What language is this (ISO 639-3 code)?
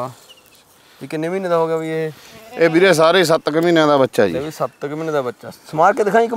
pan